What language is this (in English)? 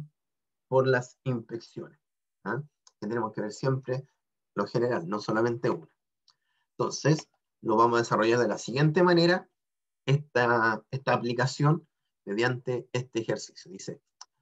Spanish